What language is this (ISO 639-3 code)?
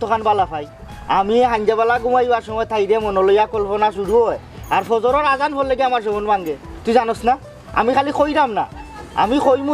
syl